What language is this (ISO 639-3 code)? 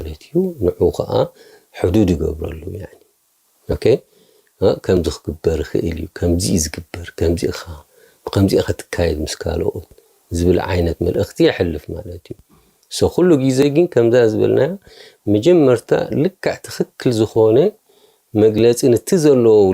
tir